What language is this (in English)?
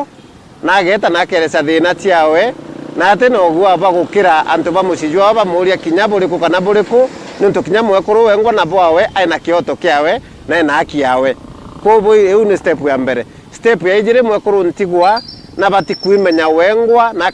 Meru